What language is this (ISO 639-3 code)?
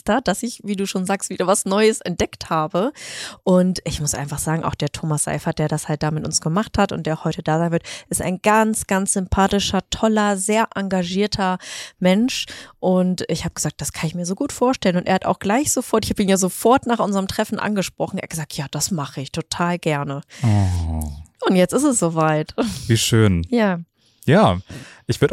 deu